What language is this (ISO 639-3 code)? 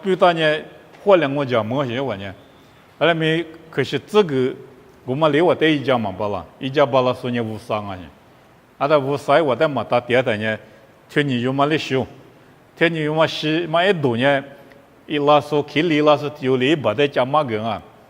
lis